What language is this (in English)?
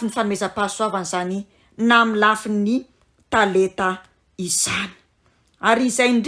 Malagasy